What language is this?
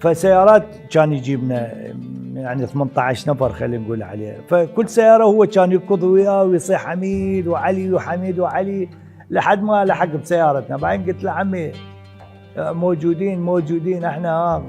Mesopotamian Arabic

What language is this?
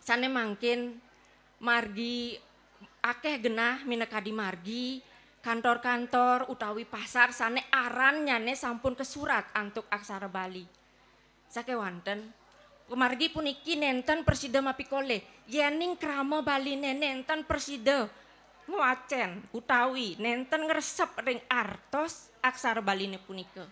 Balinese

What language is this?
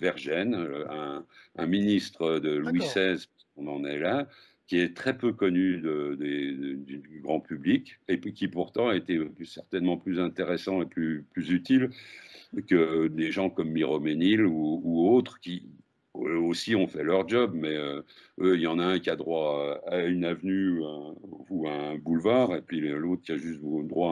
French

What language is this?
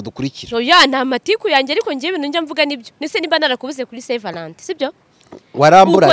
Kinyarwanda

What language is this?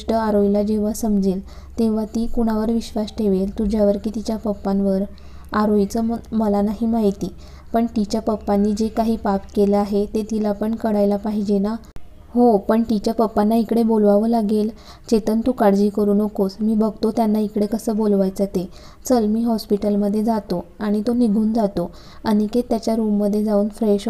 Marathi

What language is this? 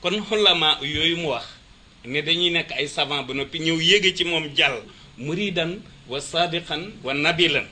Wolof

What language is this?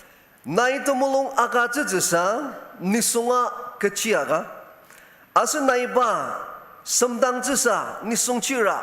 Ao Naga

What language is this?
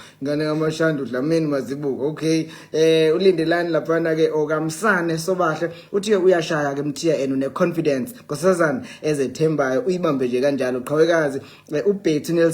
Zulu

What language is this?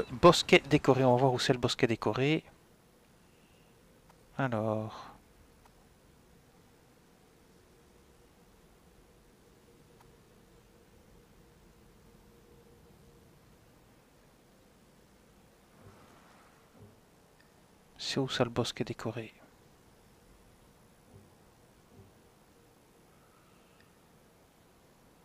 French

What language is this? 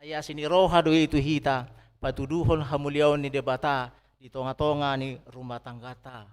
Batak Toba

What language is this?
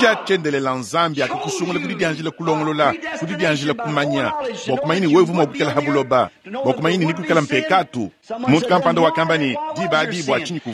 Luba-Lulua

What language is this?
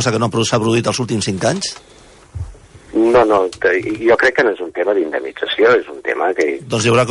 Catalan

